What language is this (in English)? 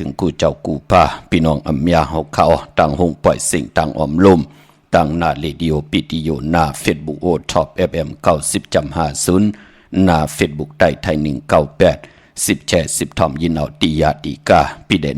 Shan